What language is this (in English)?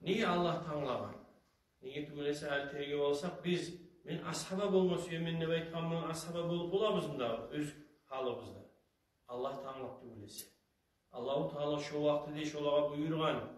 Kumyk